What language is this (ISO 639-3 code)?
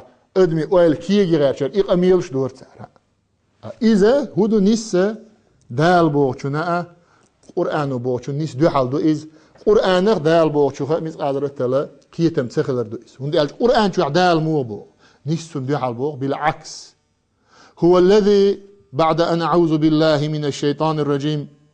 che